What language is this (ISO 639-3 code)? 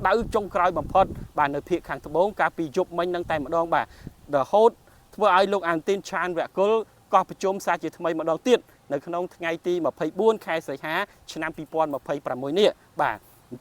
khm